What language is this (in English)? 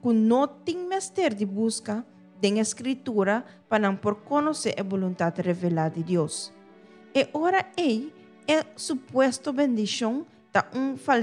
Papiamento